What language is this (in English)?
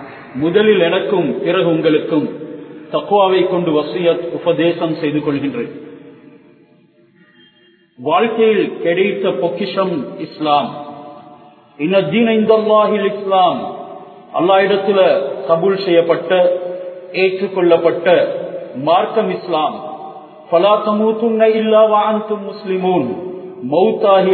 Tamil